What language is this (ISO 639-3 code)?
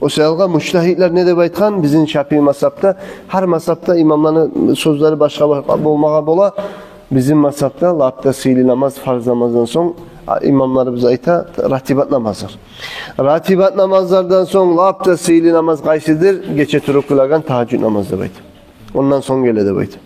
kum